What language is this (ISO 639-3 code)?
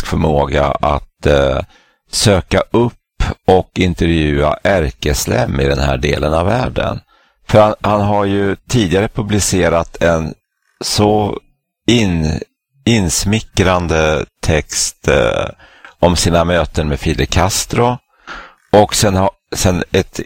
swe